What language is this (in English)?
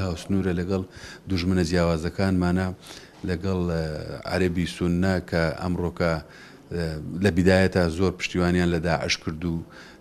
Central Kurdish